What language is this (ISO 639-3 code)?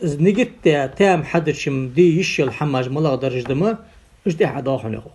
inh